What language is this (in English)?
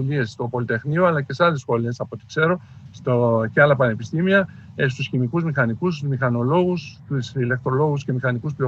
Greek